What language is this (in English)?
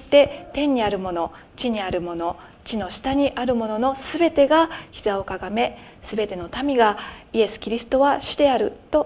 Japanese